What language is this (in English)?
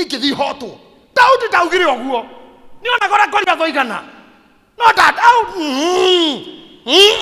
Kikuyu